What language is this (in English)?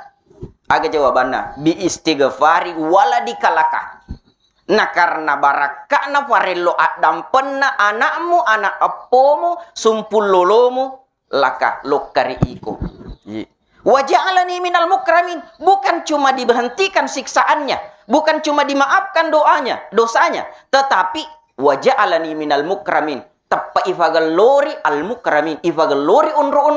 Buginese